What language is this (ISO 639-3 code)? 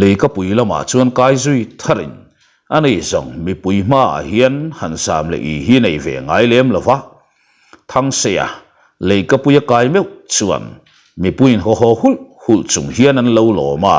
lus